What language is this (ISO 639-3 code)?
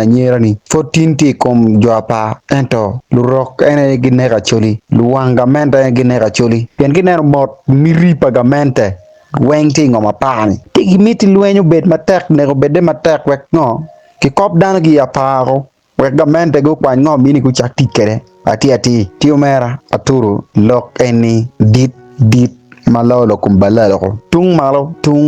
ach